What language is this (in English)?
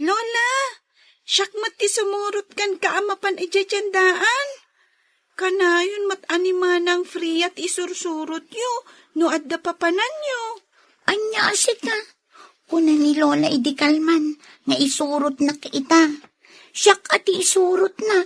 Iloko